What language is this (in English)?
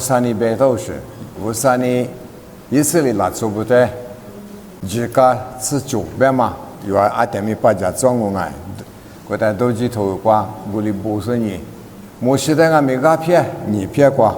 Lisu